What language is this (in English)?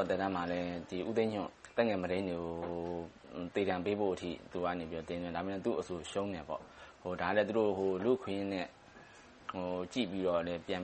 Burmese